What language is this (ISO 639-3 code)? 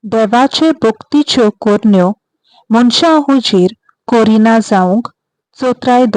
kok